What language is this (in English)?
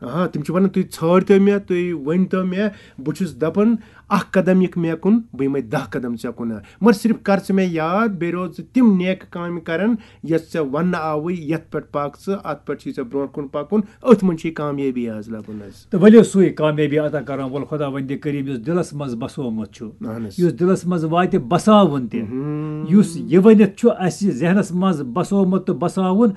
Kashmiri